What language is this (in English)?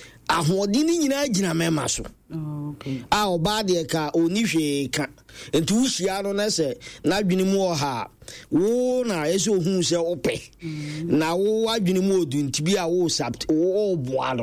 Akan